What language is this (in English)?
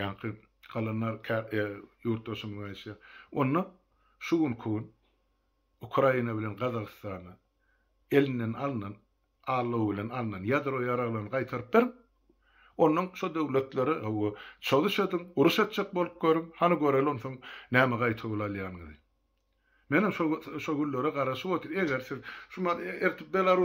Turkmen